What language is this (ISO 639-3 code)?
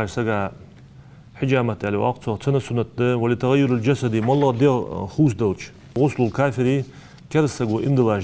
inh